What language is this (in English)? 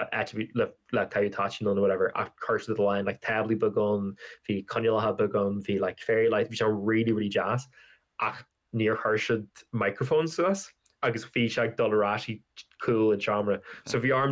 Irish